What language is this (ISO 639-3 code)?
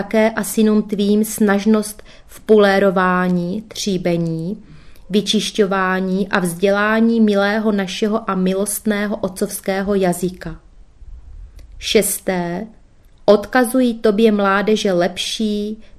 ces